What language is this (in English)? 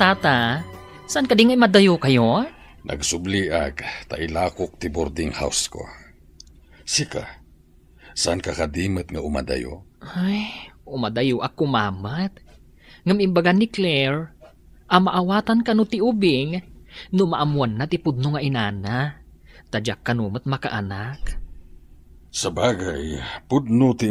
Iloko